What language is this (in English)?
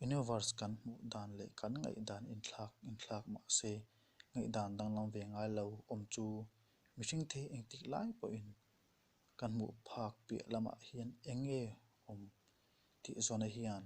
Mizo